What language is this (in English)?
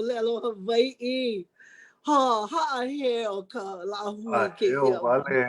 Hawaiian